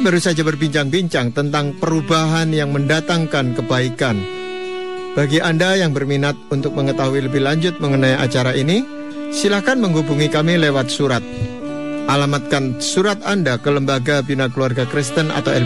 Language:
Indonesian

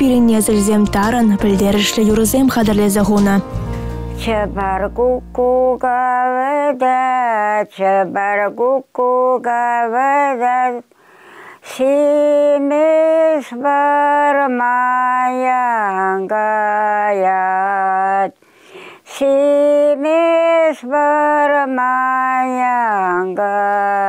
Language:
Chuvash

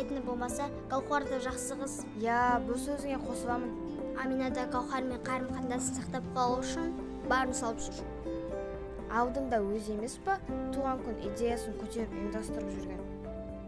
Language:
Kazakh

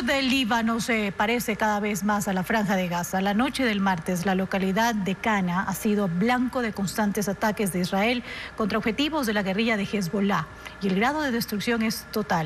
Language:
Spanish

